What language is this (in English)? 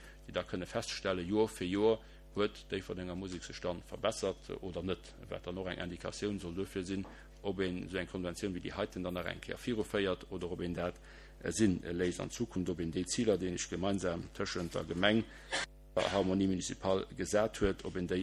Luxembourgish